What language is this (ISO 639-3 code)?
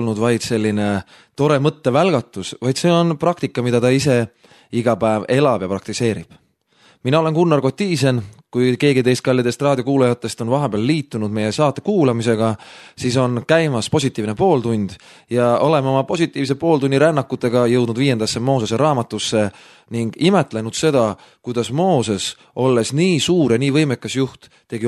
est